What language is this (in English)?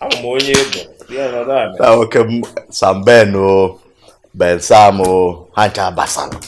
Igbo